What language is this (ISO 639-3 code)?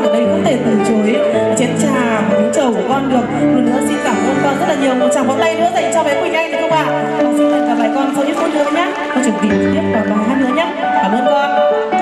vie